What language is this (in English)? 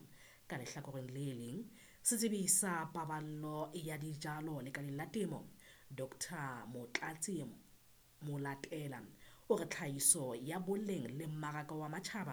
Southern Sotho